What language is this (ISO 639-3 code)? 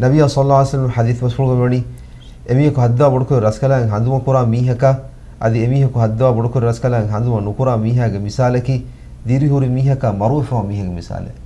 div